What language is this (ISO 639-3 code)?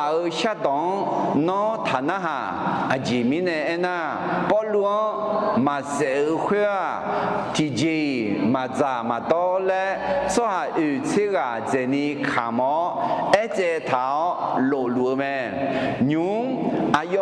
ahk